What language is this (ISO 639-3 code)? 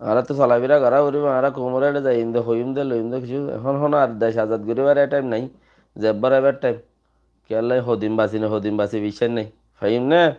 rhg